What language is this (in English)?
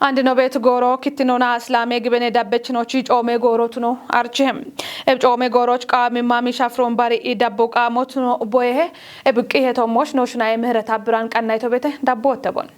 Kafa